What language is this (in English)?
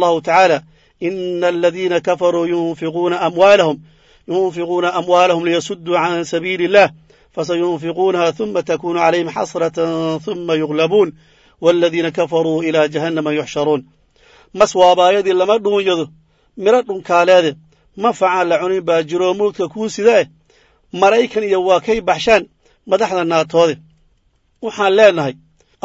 Somali